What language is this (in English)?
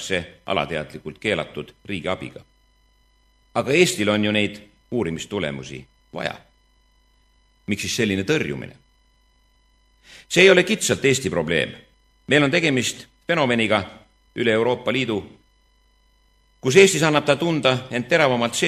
Estonian